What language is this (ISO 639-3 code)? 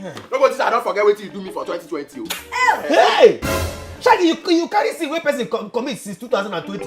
pcm